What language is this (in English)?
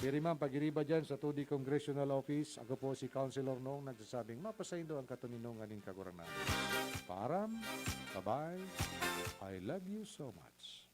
Bikol